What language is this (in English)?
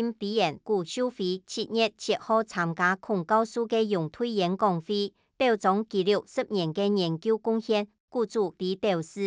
Hakka Chinese